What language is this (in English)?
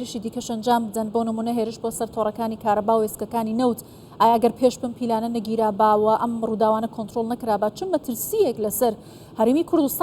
Central Kurdish